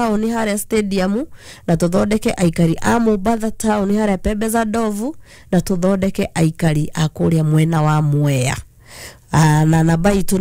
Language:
Kikuyu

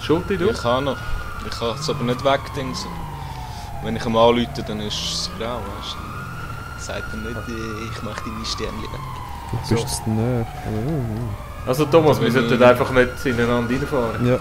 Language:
Swiss German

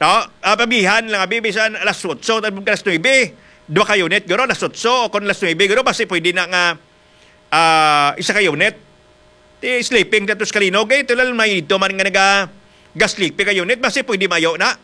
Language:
Hiligaynon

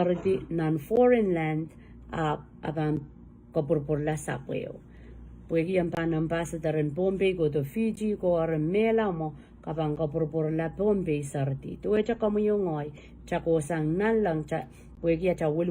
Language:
Pohnpeian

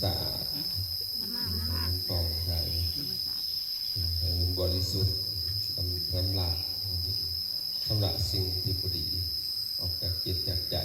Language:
Lao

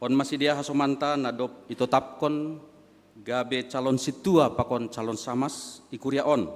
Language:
Batak Simalungun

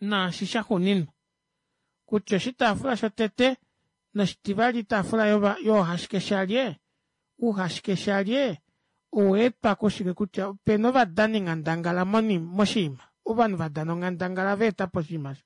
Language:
Kuanyama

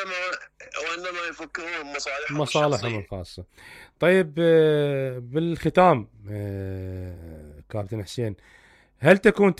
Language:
Mesopotamian Arabic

